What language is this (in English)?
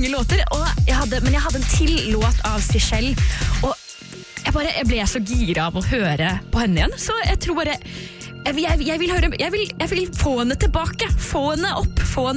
Norwegian